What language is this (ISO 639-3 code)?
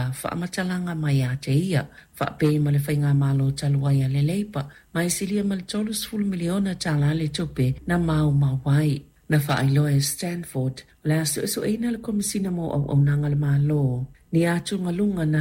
smo